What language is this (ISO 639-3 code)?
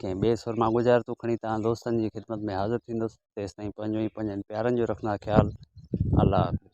snd